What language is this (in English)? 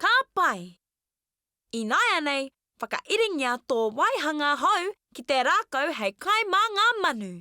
Māori